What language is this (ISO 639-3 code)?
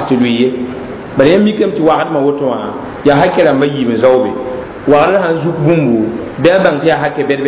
mos